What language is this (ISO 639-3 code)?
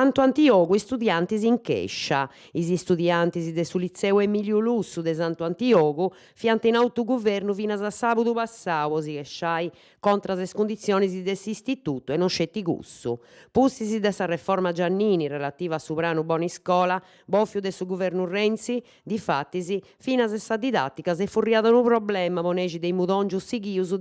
srd